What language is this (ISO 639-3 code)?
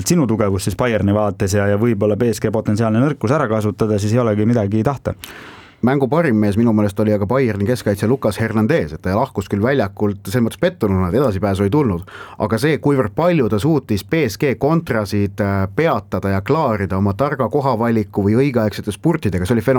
est